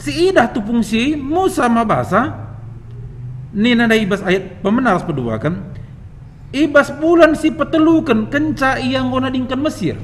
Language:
Batak Karo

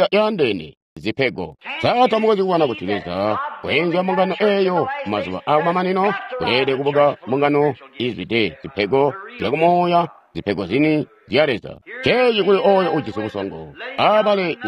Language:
Tonga (Zambia)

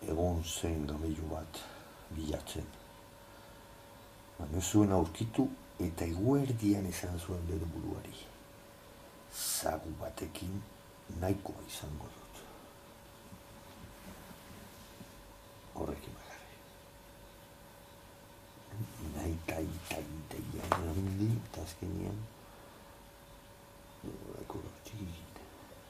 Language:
Basque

